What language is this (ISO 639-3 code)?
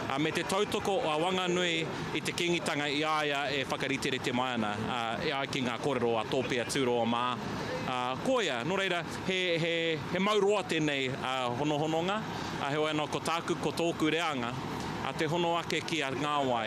mri